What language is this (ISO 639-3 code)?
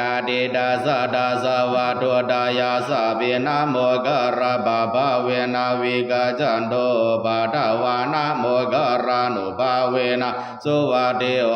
pli